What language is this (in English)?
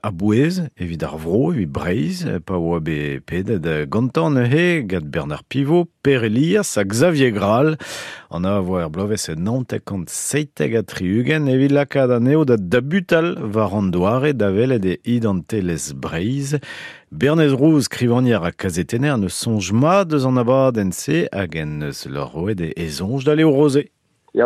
Breton